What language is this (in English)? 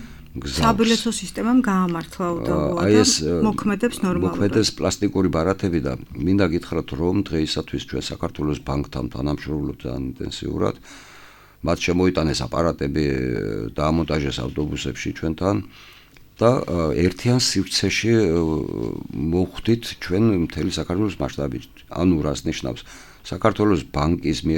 Georgian